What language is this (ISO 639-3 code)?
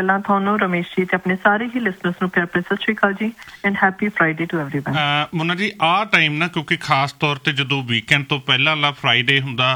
pan